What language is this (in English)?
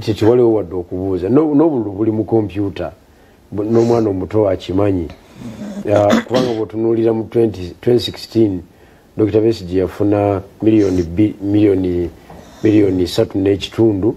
Ganda